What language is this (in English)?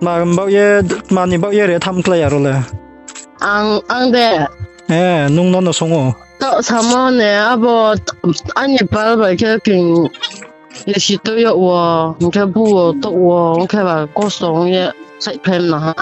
Riang (India)